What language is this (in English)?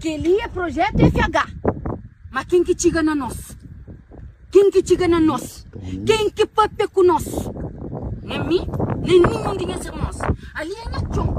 Kabuverdianu